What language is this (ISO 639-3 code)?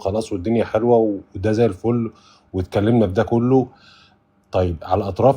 arz